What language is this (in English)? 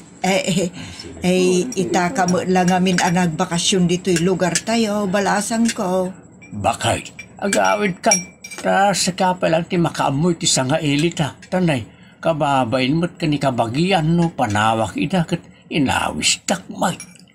Iloko